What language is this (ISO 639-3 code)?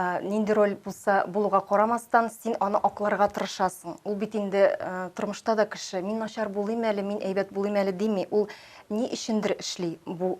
tat